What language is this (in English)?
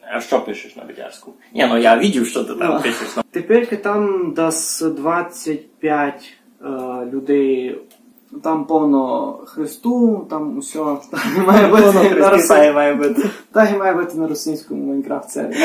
Rusyn